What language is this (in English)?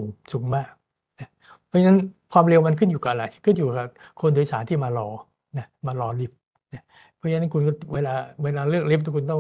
Thai